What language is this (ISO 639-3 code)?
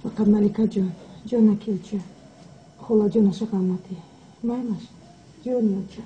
tgk